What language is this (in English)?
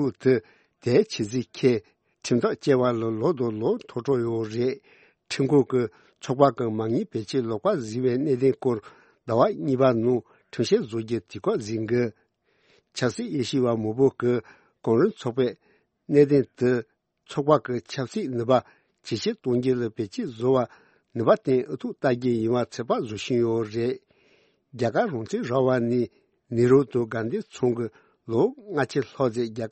Tibetan